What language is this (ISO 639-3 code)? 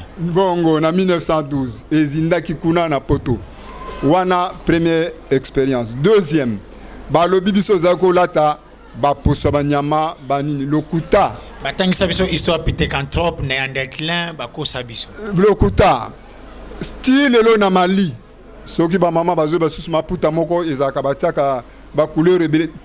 lin